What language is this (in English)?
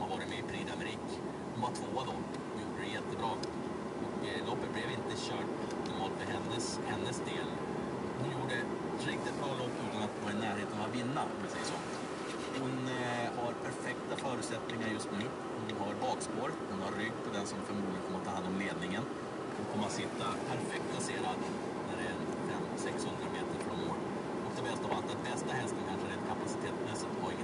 Swedish